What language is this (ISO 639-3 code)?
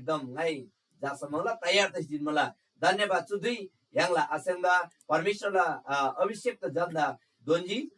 taj